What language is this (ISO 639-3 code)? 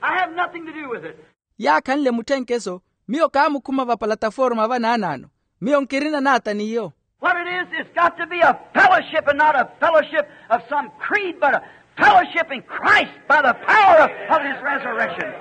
vmw